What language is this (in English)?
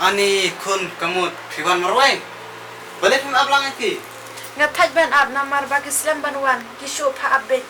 Khasi